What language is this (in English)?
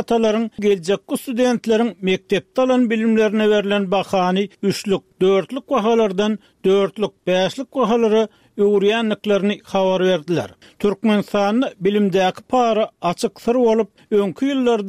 Turkmen